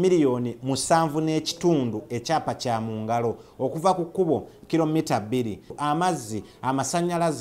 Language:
Ganda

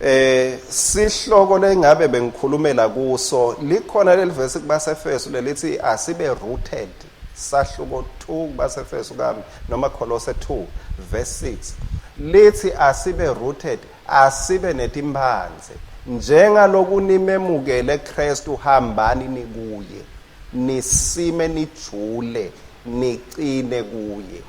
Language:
Swati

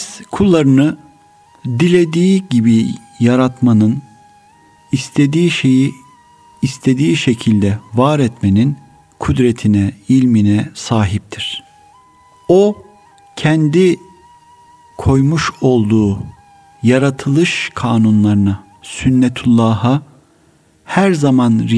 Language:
Turkish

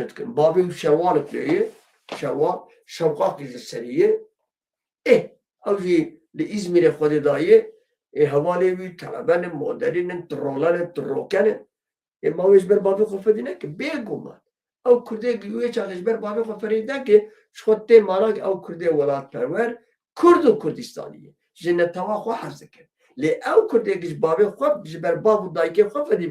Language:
Kurdish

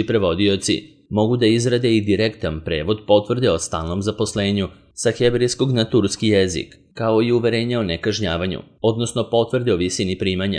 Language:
Serbian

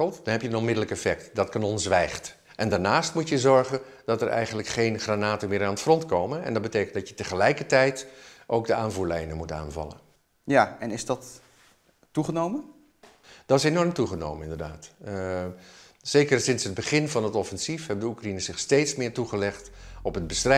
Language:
Dutch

